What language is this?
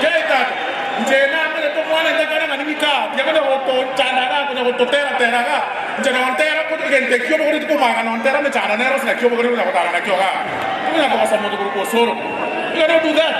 Gusii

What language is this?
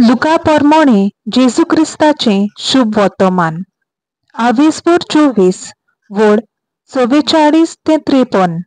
Konkani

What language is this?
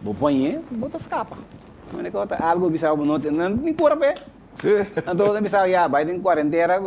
Papiamento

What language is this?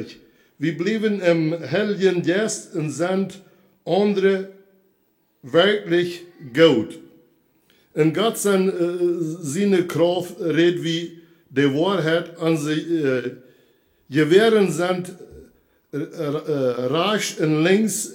Plautdietsch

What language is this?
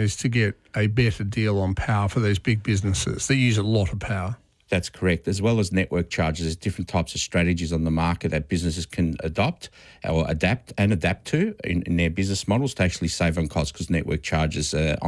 English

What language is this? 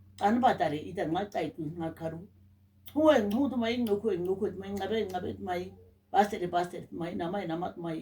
Nama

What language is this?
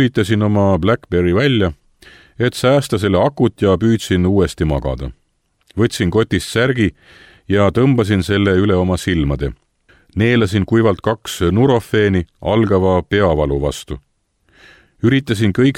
Estonian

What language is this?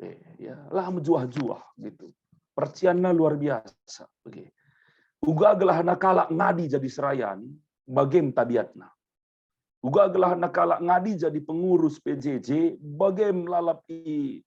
Batak Karo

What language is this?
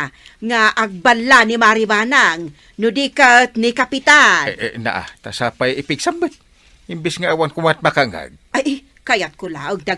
Iloko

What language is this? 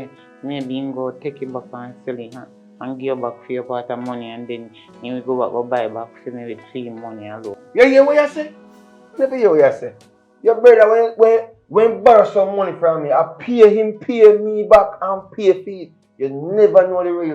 Jamaican Creole English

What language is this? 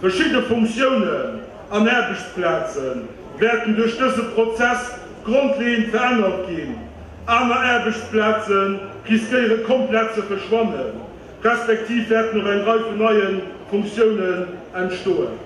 Luxembourgish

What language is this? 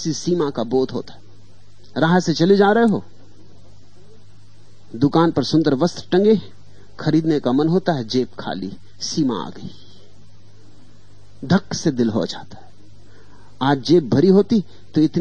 Hindi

